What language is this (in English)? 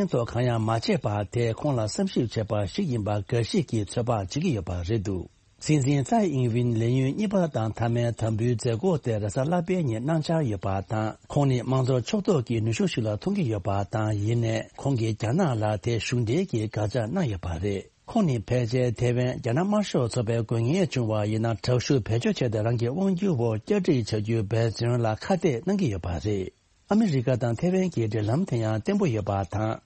Tibetan